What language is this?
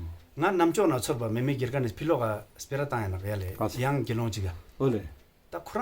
Ladakhi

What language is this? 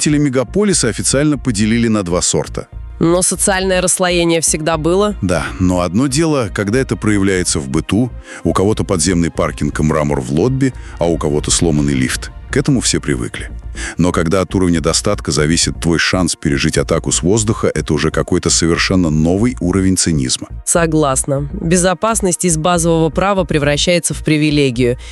Russian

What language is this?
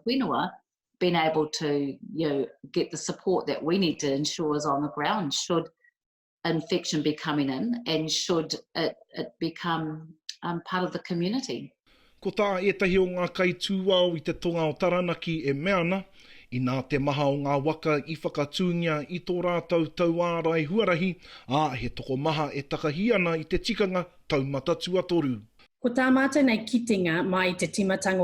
Māori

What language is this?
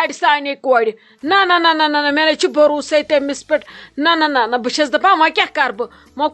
Kashmiri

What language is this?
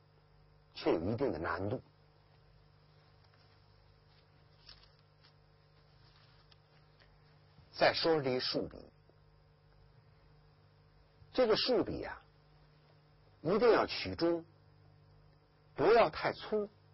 Chinese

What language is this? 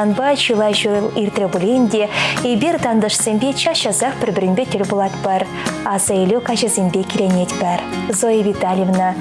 Chuvash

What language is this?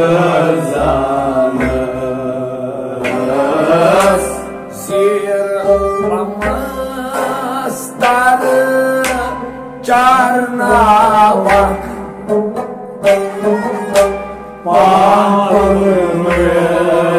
Kashmiri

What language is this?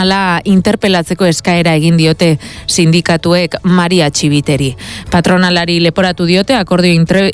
Basque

